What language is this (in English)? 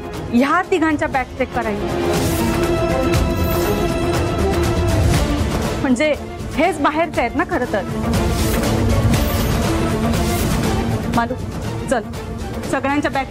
Marathi